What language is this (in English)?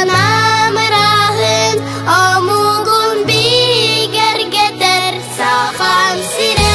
Yakut